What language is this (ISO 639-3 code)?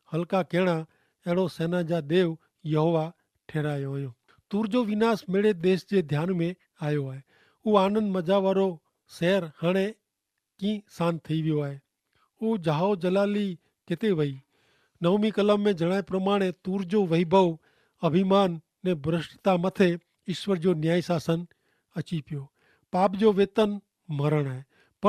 kfr